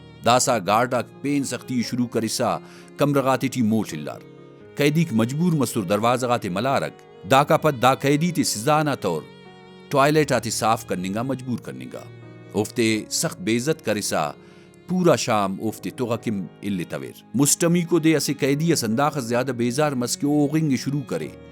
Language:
Brahui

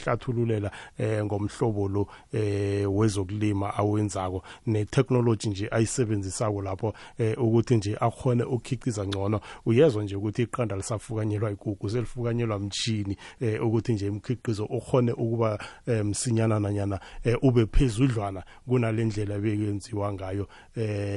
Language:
South Ndebele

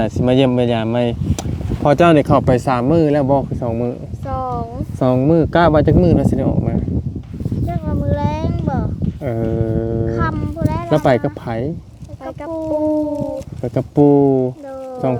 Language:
Lao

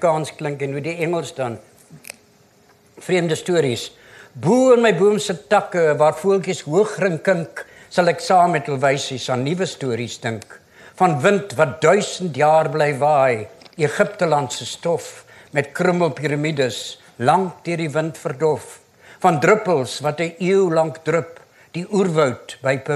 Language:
Afrikaans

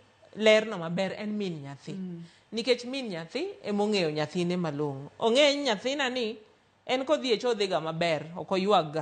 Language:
Luo (Kenya and Tanzania)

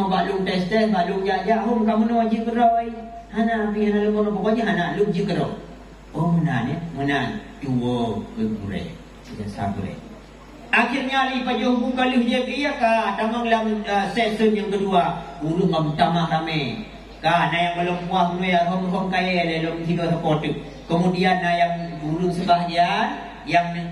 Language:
Achinese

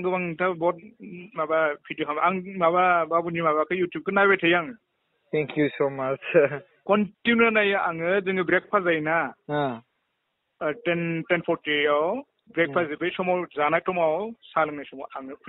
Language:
Bodo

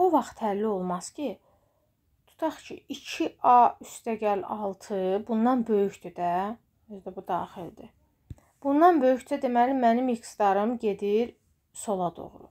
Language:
Azerbaijani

